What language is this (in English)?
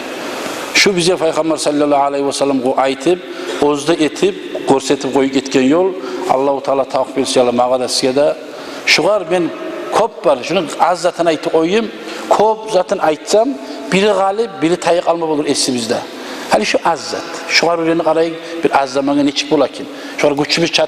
Kumyk